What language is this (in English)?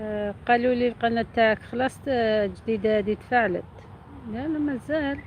Algerian Arabic